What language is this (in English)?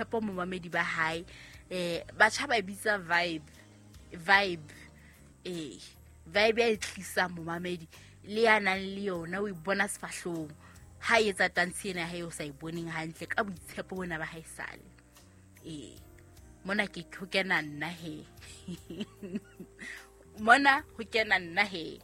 Southern Sotho